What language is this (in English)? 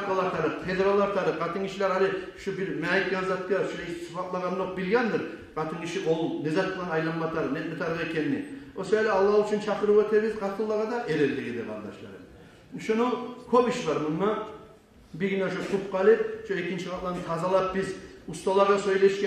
Kumyk